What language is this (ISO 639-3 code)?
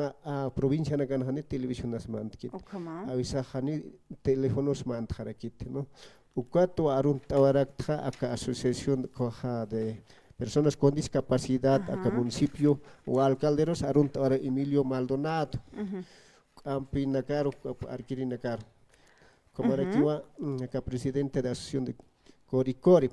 aym